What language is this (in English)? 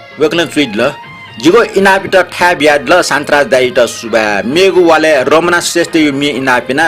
Newari